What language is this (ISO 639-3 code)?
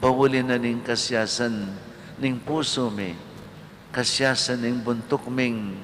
pam